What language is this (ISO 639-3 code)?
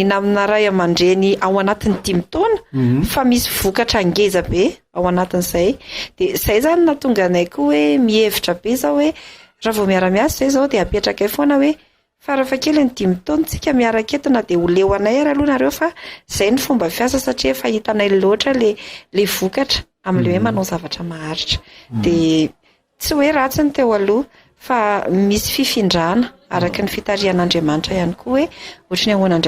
mlg